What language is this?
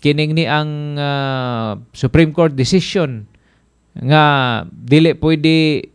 Cebuano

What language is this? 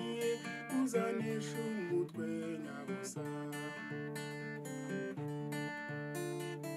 Kinyarwanda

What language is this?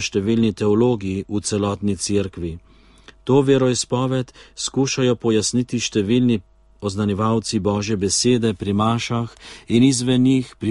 Slovenian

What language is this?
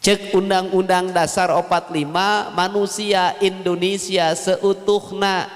Sundanese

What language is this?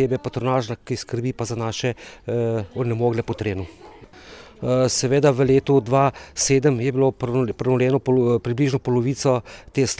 Slovenian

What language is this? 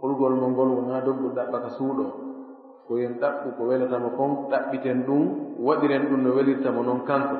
Fula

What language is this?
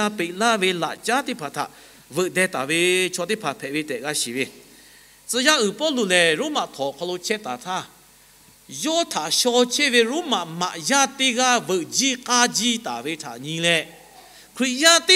Lahu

